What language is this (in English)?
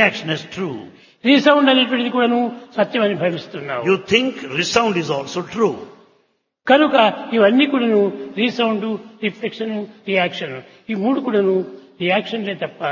Telugu